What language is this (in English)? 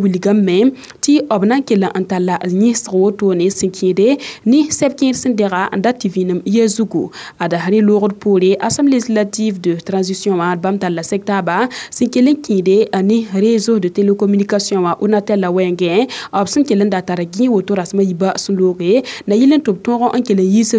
Mossi